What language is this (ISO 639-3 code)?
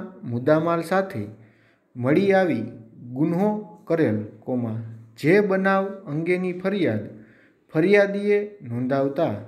guj